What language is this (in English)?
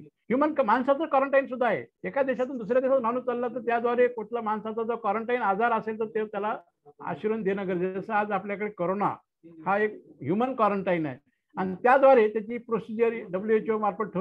Marathi